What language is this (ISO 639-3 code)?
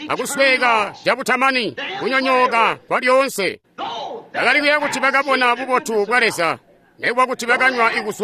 toi